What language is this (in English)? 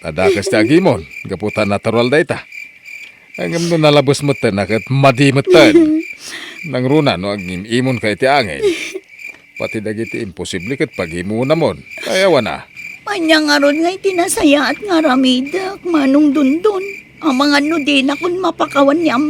Iloko